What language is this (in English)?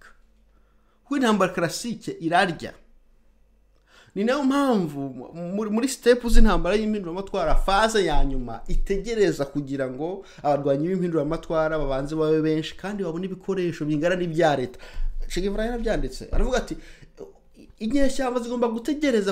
Kinyarwanda